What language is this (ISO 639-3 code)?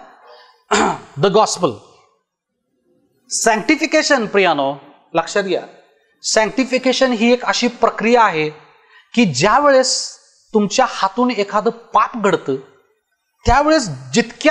mar